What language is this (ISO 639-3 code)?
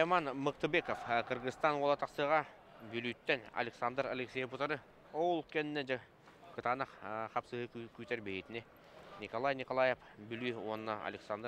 sah